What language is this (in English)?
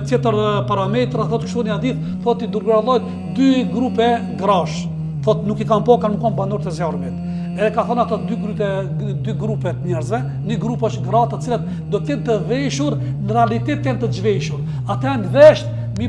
Albanian